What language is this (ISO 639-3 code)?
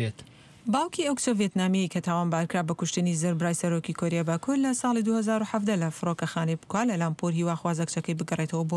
ckb